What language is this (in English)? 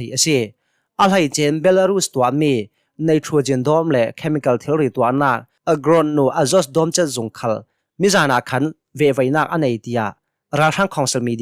Hakha Chin